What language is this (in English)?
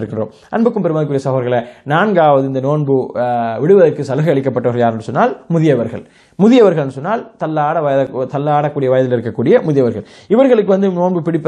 Tamil